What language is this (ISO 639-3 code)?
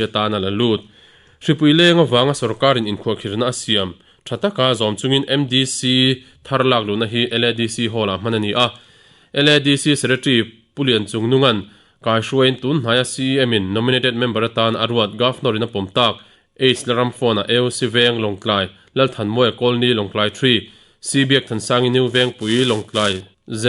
lus